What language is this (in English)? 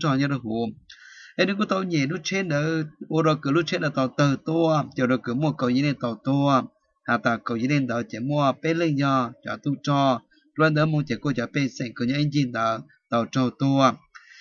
Vietnamese